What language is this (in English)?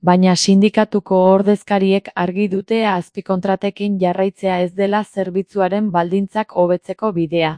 Basque